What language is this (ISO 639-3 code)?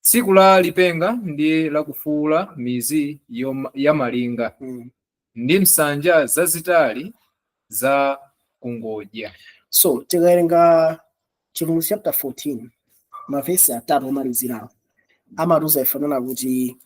nya